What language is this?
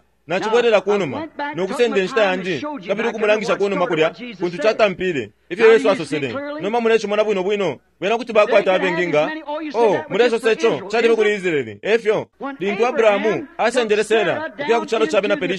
Bemba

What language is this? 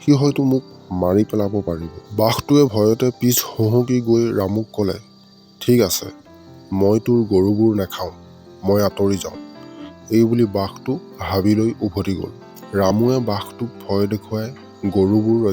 Assamese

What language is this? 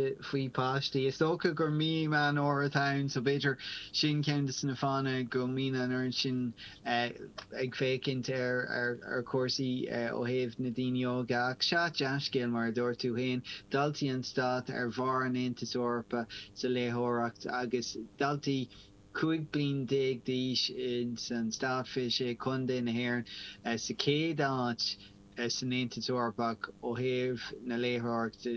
Irish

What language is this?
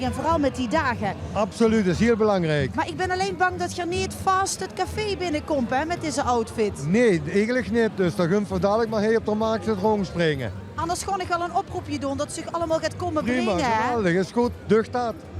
Limburgish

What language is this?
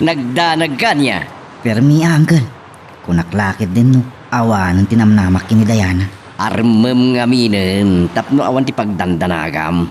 Iloko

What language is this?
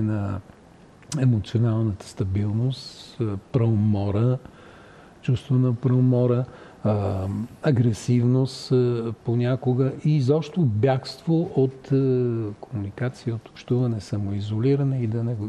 Bulgarian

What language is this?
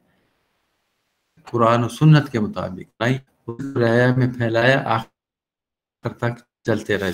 Urdu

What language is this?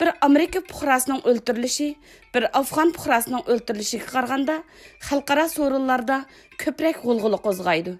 Uyghur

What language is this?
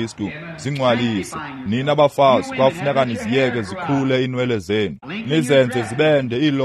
Xhosa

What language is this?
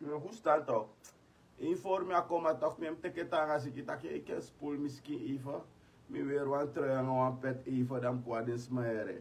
Sranan Tongo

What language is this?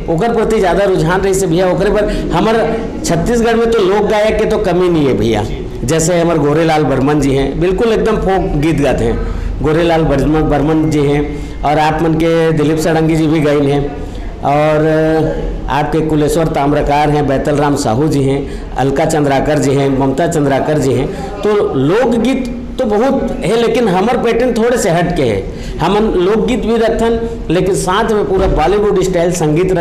Chhattisgarhi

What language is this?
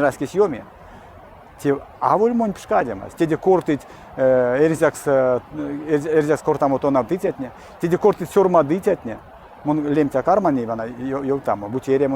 Erzya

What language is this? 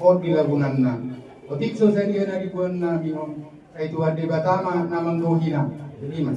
Batak Toba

